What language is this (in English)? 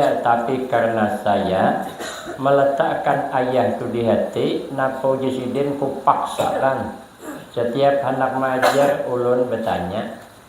Banjar